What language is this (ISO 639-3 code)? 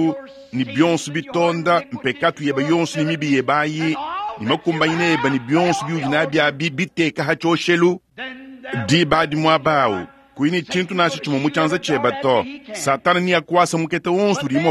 lua